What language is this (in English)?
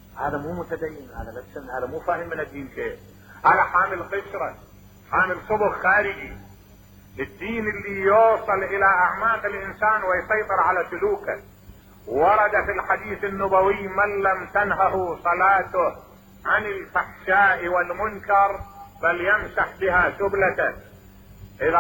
Mesopotamian Arabic